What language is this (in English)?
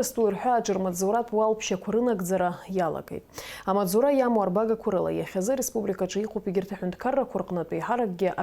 Abkhazian